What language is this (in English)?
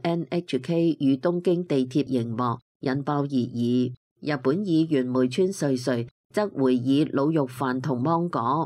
Cantonese